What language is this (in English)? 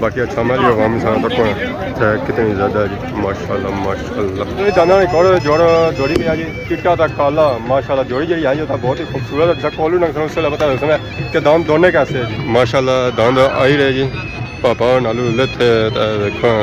Pahari-Potwari